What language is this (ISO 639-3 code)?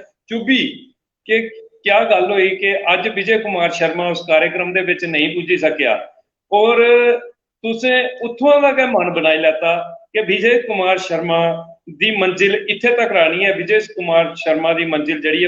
doi